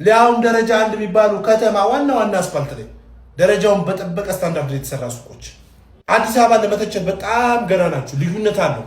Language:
Amharic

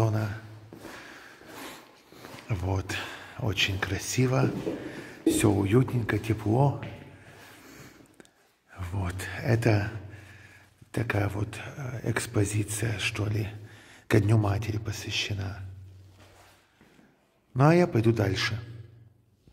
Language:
Russian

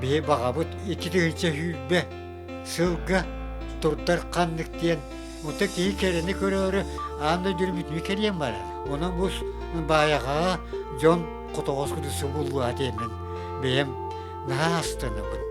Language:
Yakut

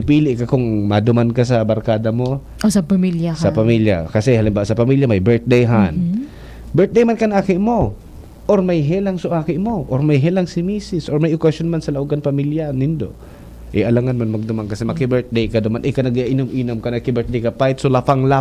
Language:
Bikol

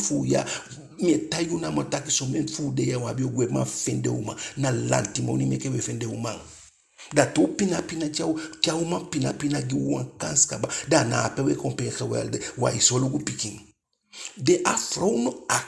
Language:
Eastern Maroon Creole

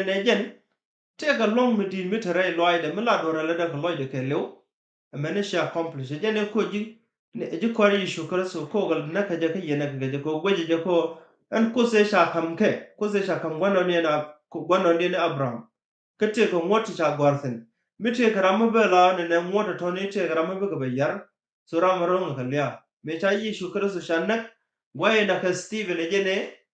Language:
Nuer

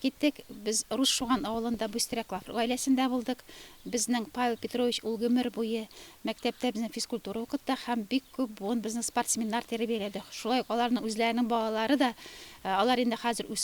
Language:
Tatar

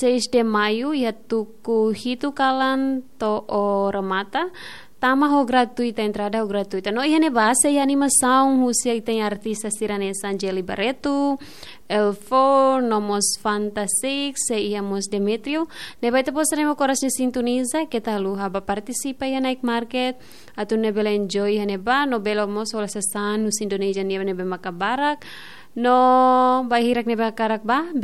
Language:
Tetum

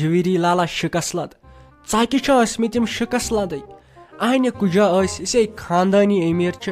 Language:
Kashmiri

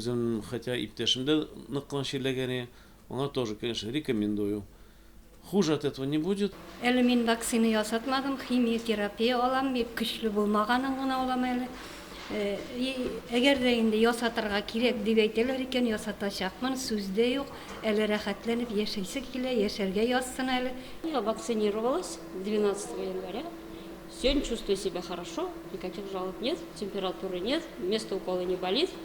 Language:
Tatar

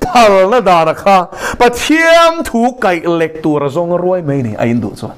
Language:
Mizo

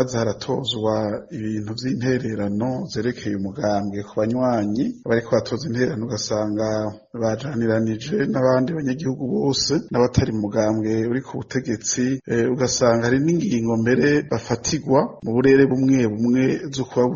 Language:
Rundi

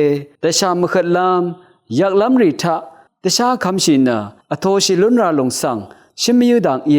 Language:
Rawang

